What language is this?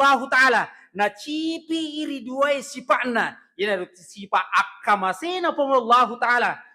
Buginese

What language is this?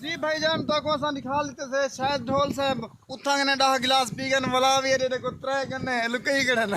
Saraiki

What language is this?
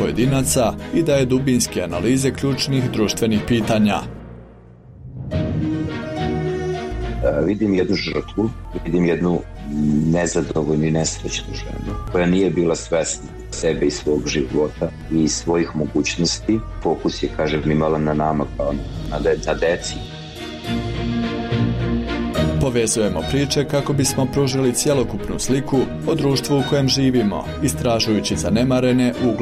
Bosnian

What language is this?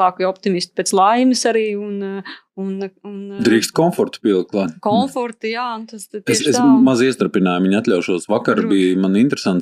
Latvian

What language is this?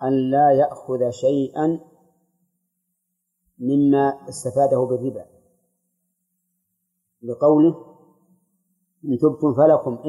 Arabic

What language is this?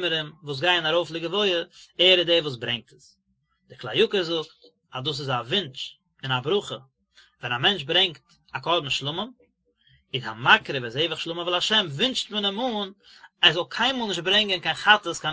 Yiddish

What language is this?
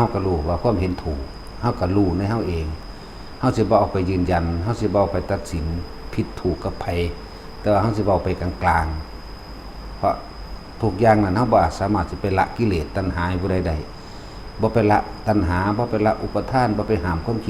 Northeastern Thai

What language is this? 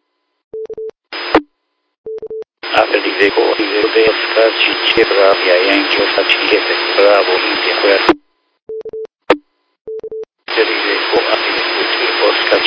Romanian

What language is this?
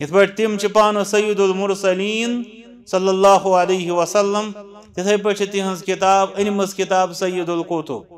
Kashmiri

